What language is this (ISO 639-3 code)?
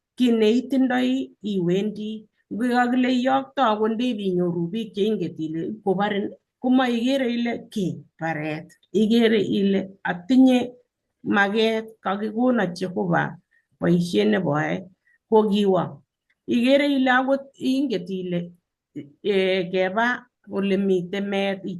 kln